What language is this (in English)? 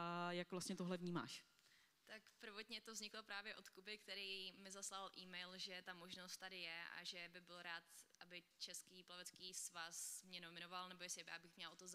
Czech